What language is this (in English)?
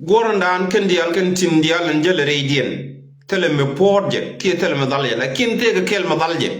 Nuer